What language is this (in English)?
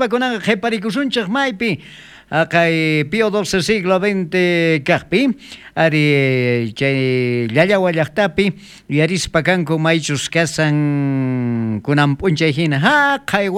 South Bolivian Quechua